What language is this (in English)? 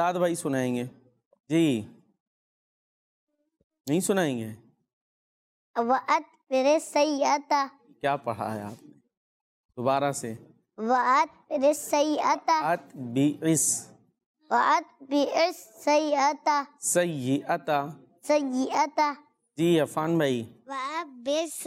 Urdu